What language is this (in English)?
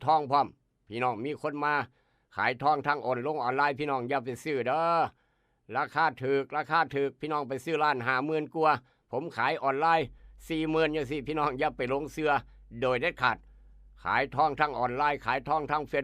Northeastern Thai